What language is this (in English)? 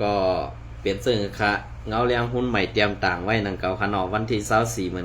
Shan